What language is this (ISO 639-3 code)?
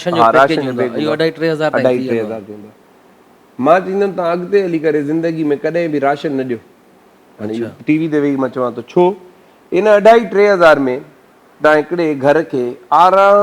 snd